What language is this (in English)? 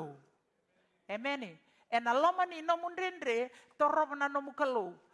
Fijian